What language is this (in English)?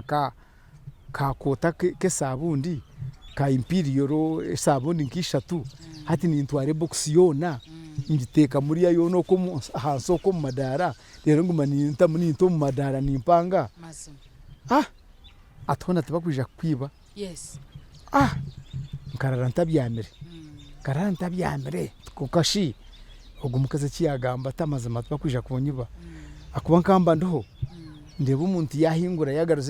Nyankole